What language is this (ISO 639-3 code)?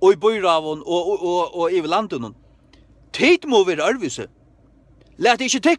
fao